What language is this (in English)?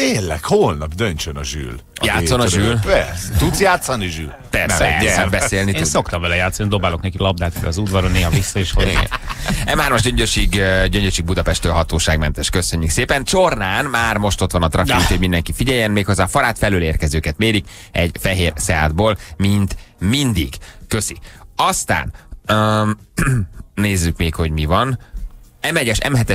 Hungarian